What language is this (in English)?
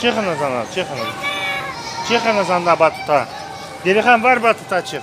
Crimean Tatar